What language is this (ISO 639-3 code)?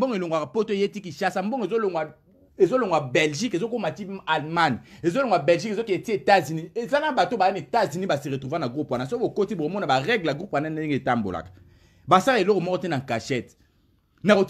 lin